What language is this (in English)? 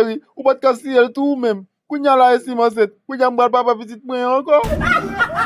Haitian Creole